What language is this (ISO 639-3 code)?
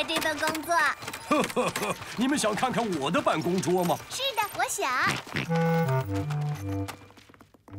zho